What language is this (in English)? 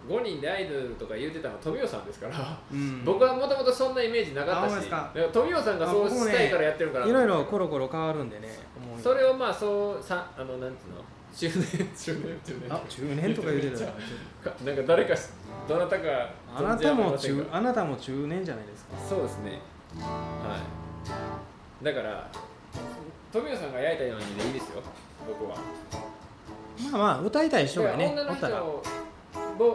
Japanese